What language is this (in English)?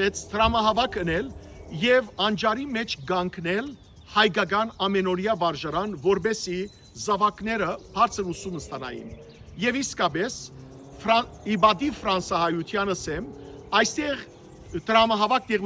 Western Armenian